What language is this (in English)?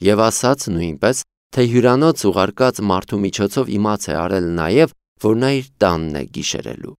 Armenian